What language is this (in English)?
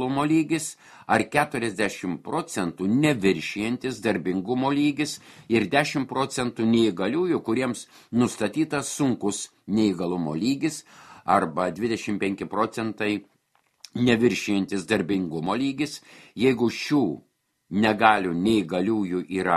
Lithuanian